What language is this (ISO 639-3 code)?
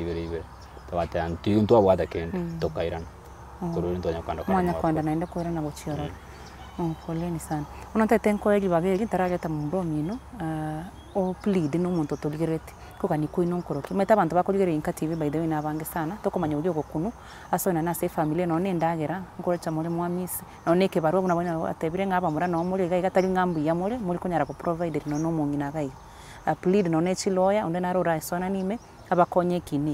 guz